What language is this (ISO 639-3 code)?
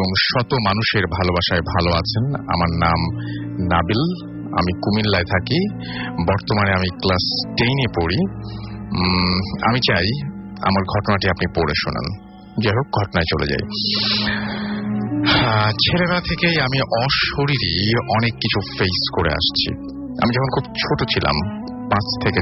ben